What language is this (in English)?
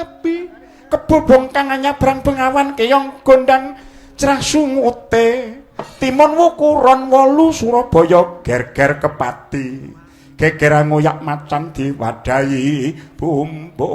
Javanese